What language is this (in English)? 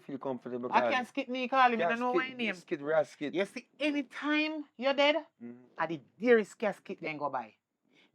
Jamaican Creole English